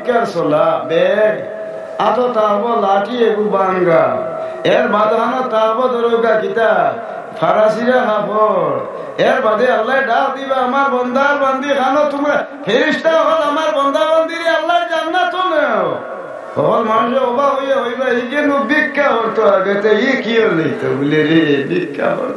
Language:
Sylheti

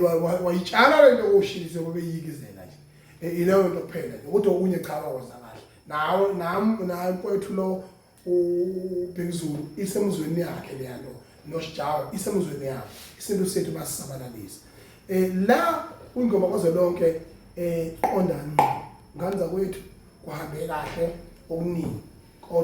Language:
Zulu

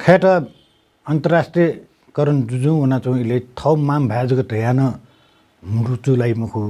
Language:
Newari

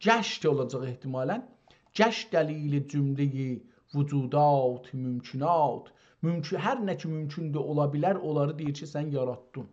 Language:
South Azerbaijani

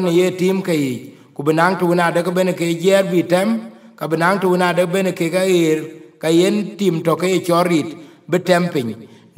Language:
Dinka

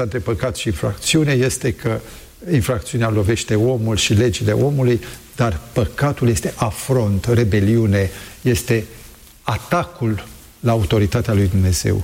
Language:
Romanian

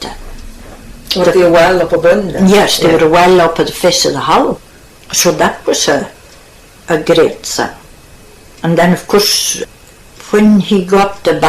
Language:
Scots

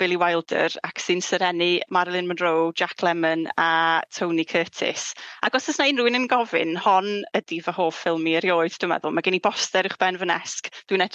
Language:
Welsh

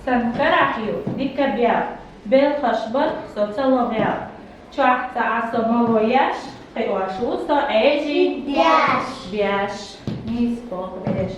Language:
Chechen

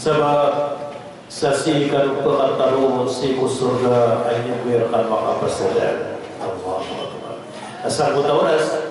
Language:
Maranao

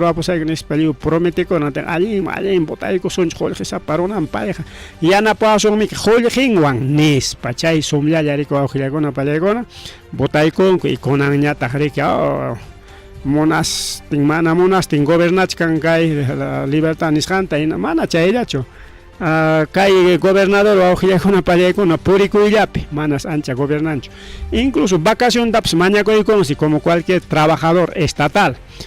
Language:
Ayacucho Quechua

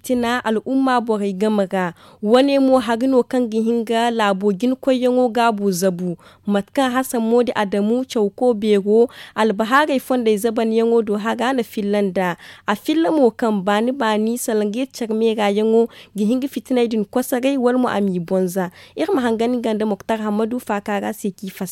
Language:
Zarma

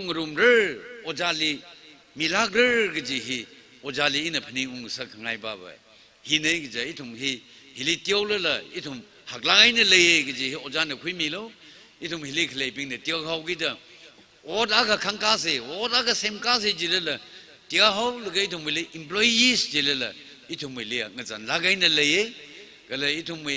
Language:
Tangkhul Naga (India)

